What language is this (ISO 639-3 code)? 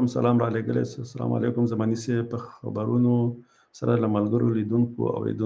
pus